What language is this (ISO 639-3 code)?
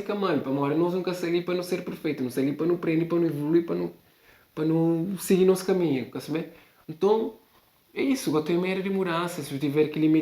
kea